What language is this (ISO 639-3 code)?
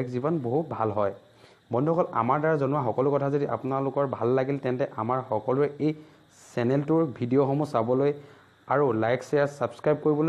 asm